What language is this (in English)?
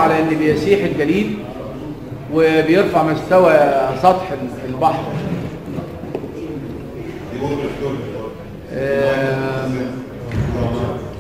Egyptian Arabic